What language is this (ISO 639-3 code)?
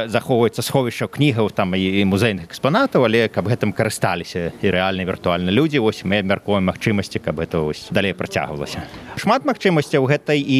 bel